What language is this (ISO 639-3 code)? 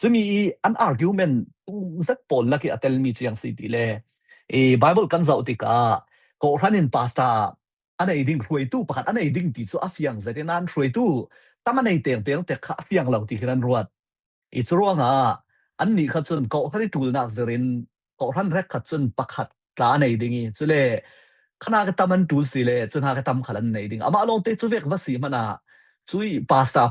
cfm